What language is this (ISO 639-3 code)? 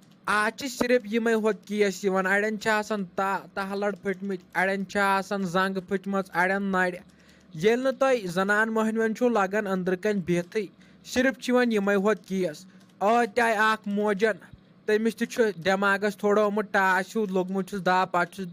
kas